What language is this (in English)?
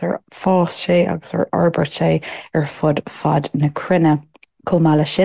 Irish